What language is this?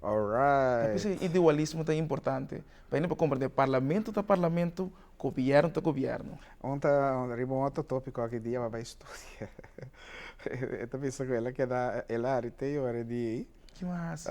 Papiamento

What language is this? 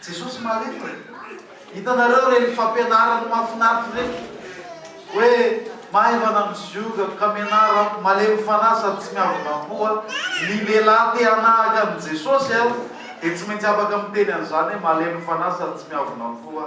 Malagasy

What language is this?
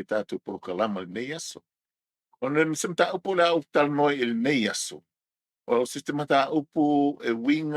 Samoan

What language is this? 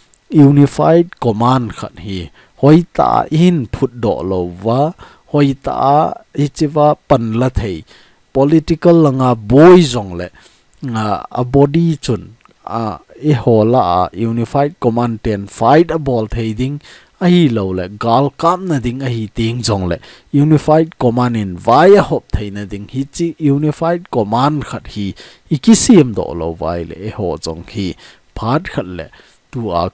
Thado Chin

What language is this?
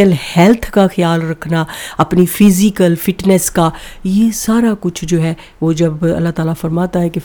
Urdu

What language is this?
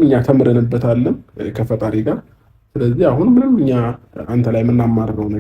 Amharic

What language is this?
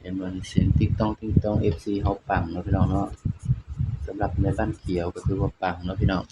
Northeastern Thai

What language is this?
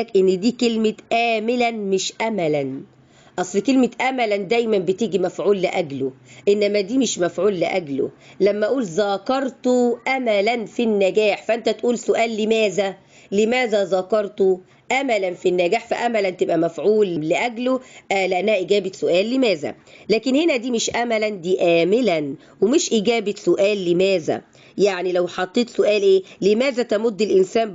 Egyptian Arabic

